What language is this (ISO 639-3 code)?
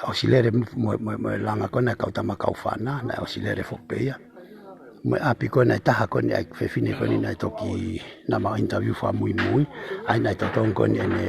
ton